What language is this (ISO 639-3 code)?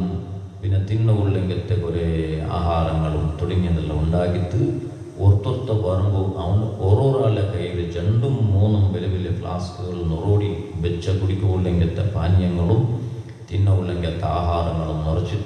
mal